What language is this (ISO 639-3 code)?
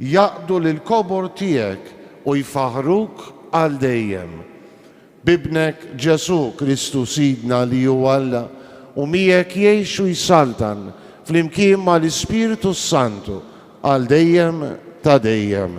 mlt